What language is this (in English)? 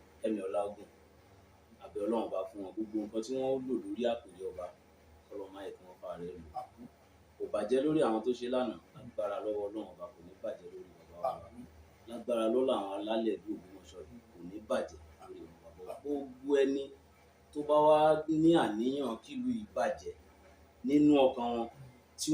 Yoruba